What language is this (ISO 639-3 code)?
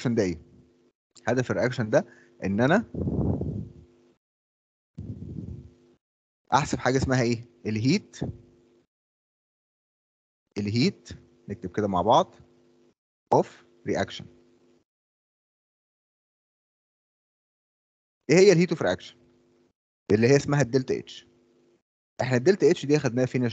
arz